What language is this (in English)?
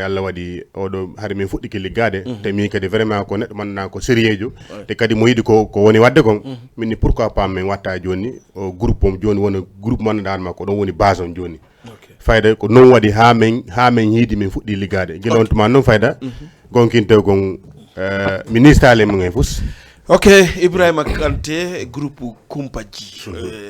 Fula